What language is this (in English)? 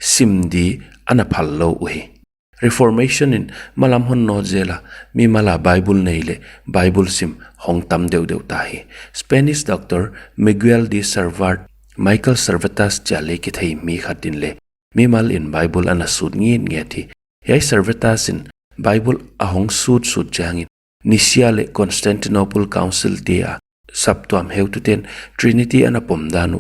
Paite Chin